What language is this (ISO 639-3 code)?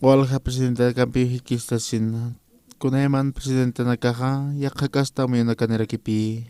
aym